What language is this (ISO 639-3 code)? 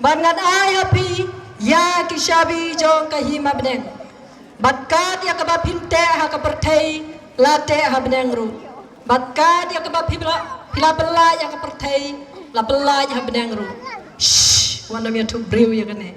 kha